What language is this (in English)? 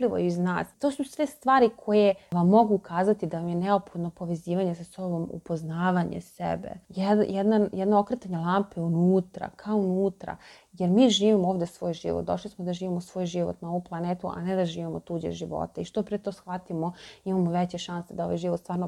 Serbian